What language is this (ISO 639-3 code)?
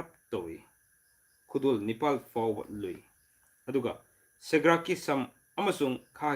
mni